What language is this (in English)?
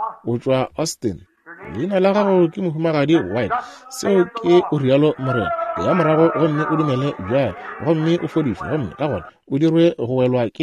Northern Sotho